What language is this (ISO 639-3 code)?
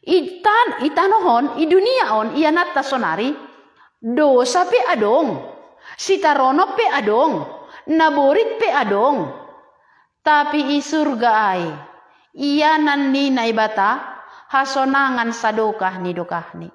bts